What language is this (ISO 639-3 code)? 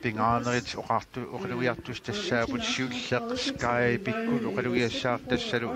kal